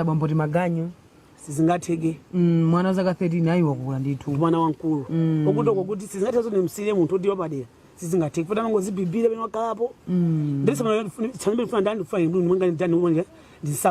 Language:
Nyanja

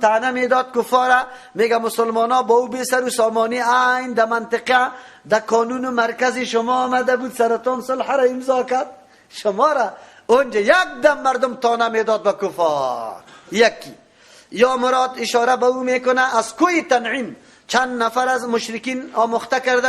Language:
Persian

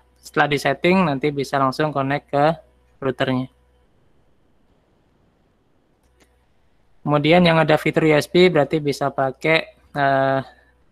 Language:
Indonesian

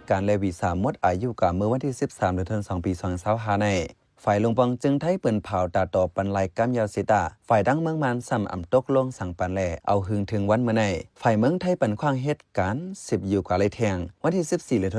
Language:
Shan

